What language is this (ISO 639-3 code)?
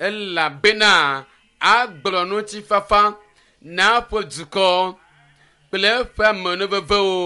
ewe